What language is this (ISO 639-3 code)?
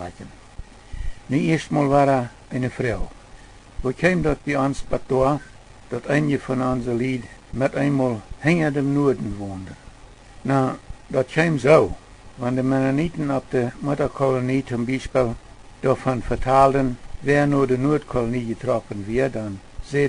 pdt